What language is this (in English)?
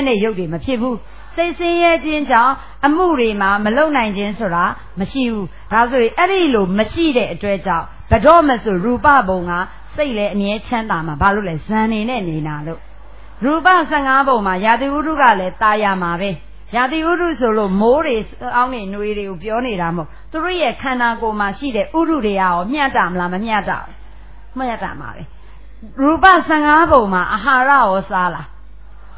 Burmese